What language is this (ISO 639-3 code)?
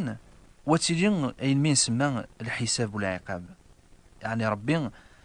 kab